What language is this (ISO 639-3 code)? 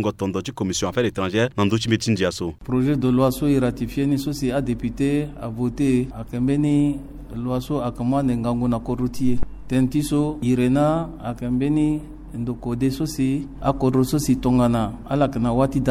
sag